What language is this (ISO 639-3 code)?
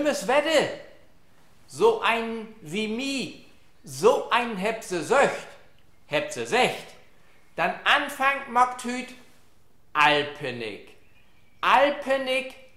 nds